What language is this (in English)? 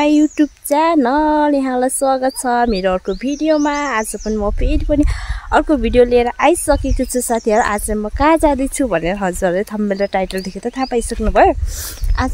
Nepali